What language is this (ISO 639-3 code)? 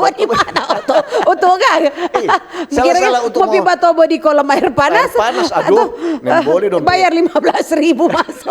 xmm